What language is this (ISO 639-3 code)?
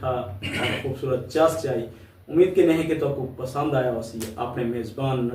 skr